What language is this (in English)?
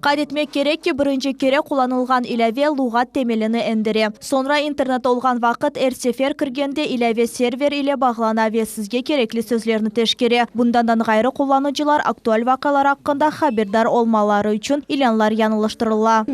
Crimean Tatar